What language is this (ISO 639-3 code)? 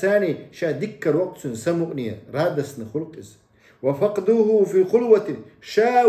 che